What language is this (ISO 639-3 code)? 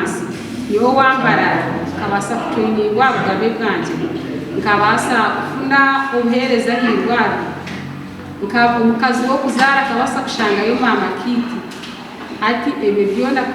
nyn